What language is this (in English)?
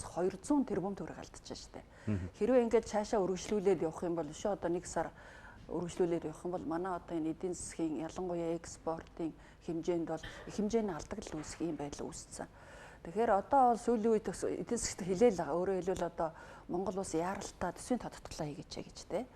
Mongolian